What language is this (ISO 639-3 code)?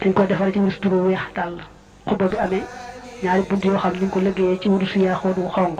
wol